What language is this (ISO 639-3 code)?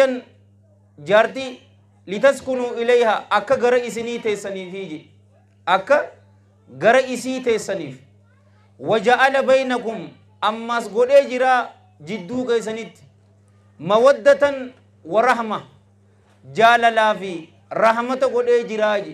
orm